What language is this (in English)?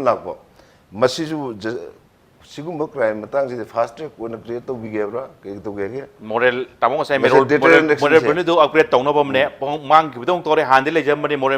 Manipuri